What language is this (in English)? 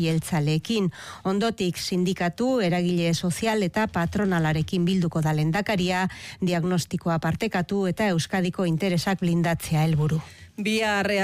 Basque